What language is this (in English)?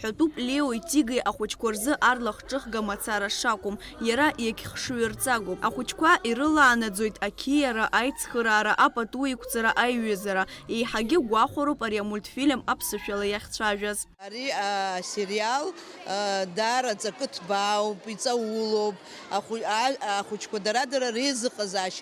Abkhazian